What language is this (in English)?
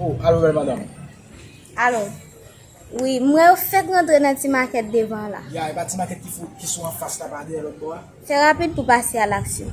Haitian Creole